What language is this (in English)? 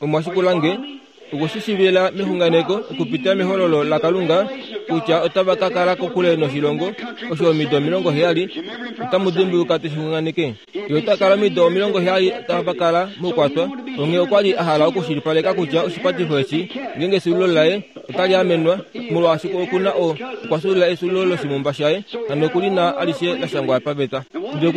Kuanyama